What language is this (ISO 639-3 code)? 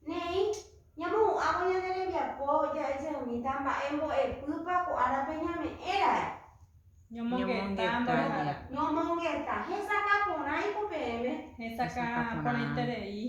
grn